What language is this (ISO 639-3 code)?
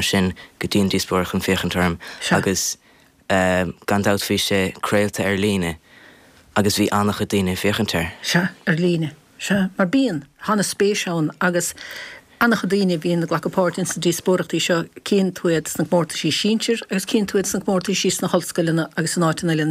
gle